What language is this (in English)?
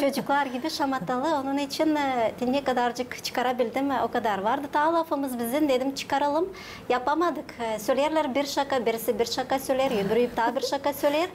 Gagauz